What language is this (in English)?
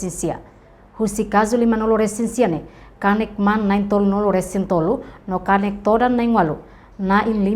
Tetum